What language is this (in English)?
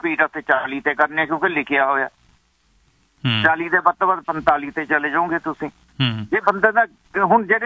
Punjabi